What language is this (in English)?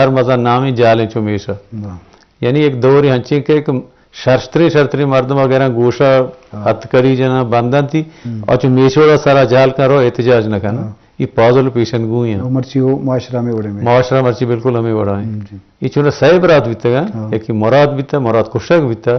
Eastern Balochi